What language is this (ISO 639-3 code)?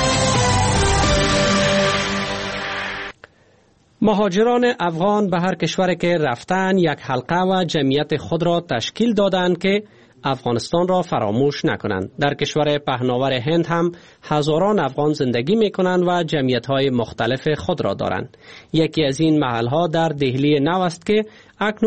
fas